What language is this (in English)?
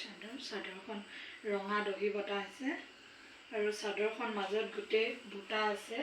Assamese